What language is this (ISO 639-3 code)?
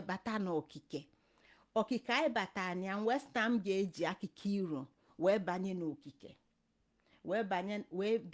ibo